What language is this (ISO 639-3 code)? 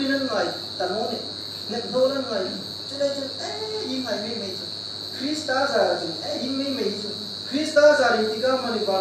hmr